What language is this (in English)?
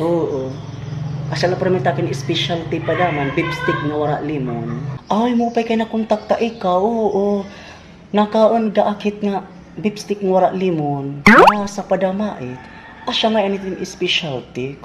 Waray